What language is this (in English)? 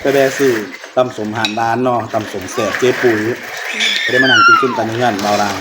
Northeastern Thai